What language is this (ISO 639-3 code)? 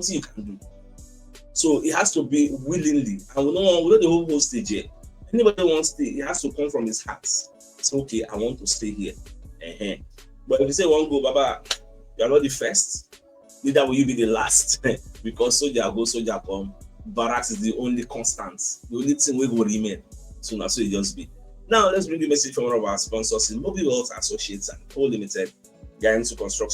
pcm